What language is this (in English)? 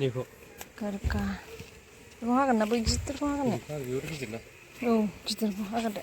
Bodo